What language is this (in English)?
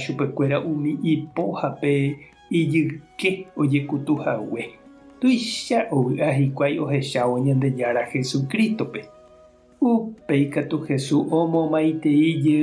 Guarani